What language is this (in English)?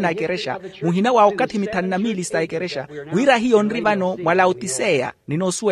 Makhuwa